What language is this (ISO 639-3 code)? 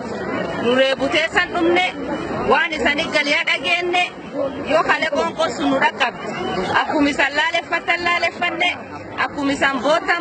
orm